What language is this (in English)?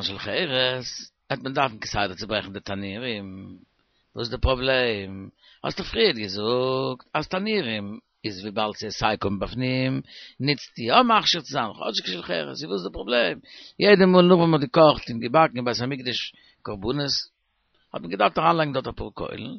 Yiddish